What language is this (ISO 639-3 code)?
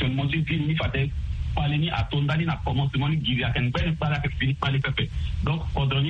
sag